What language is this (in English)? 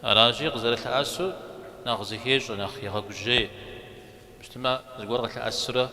Kabardian